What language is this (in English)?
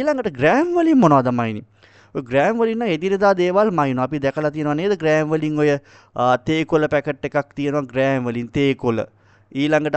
Sinhala